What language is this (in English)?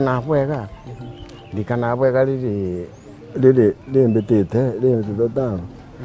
Meru